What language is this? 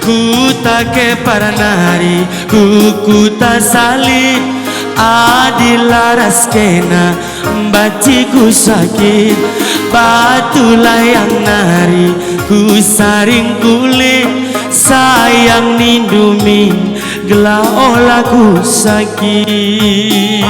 Batak Karo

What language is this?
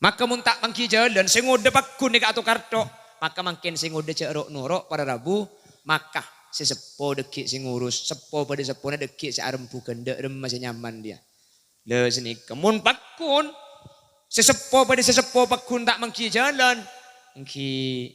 Madurese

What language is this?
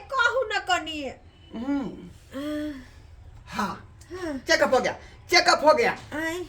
Maithili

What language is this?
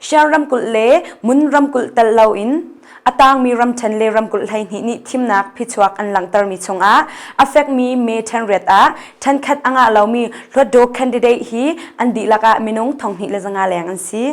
Hakha Chin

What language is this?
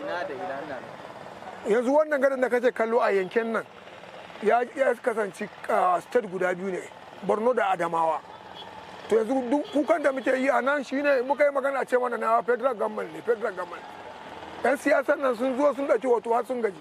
Hausa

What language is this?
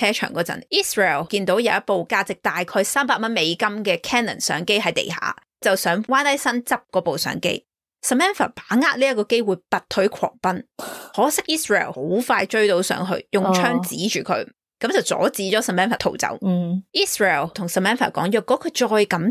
Cantonese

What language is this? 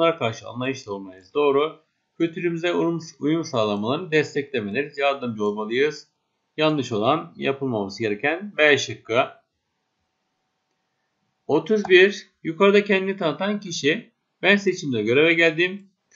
Turkish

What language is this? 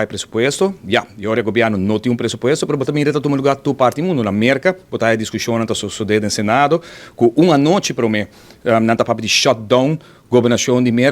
Papiamento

